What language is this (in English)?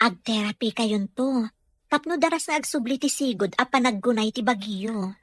Iloko